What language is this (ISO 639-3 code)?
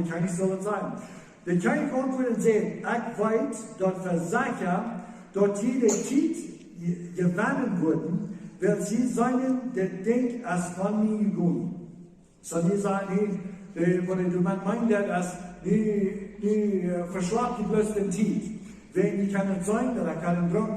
pdt